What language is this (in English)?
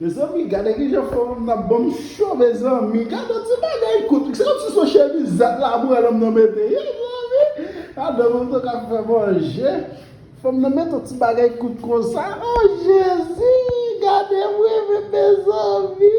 Haitian Creole